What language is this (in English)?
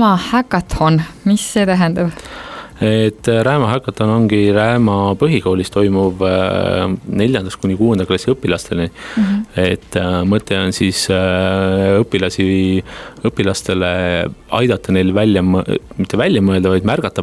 Estonian